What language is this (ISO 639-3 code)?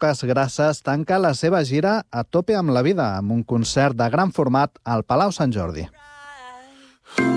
cat